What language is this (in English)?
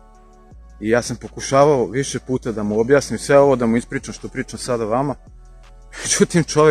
Serbian